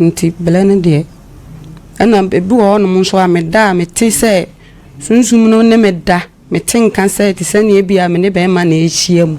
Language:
Akan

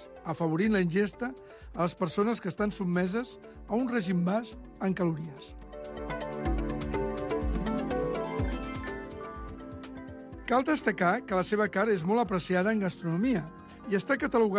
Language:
Catalan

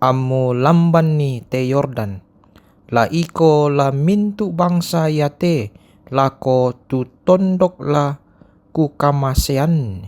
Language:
Toraja-Sa'dan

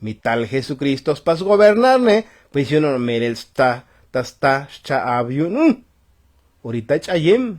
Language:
Tzotzil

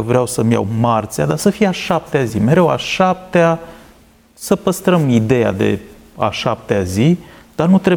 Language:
Romanian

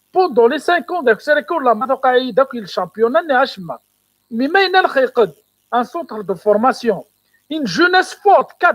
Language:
Kabyle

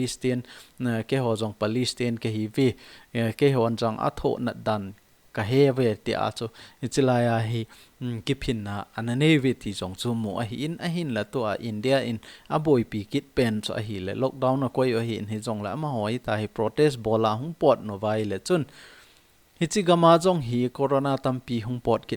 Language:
Thado Chin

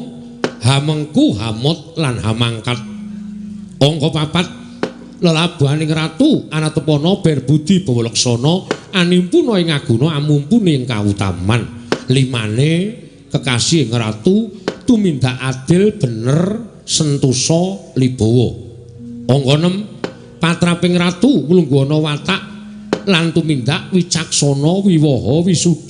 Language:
Javanese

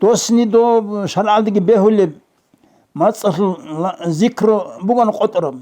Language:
Avaric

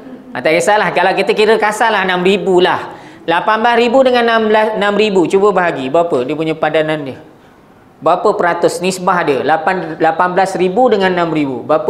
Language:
Malay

